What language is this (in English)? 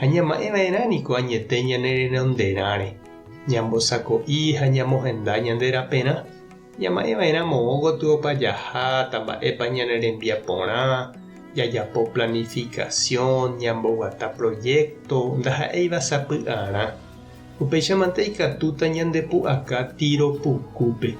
Guarani